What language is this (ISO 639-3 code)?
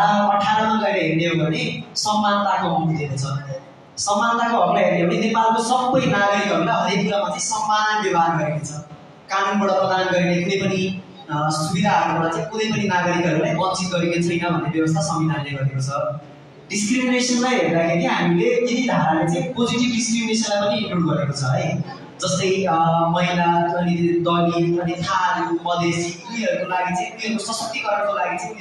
nep